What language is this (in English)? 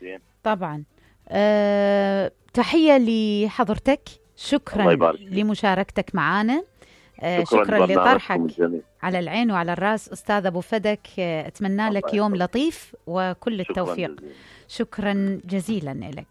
Mesopotamian Arabic